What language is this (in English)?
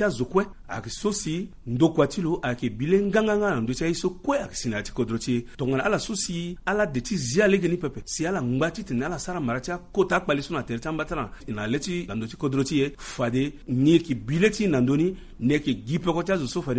Sango